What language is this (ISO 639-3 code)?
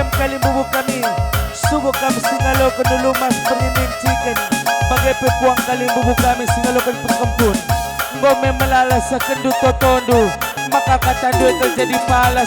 btx